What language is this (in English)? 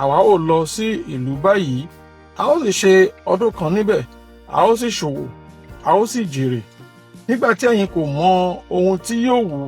Yoruba